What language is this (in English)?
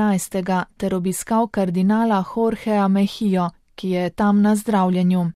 Slovenian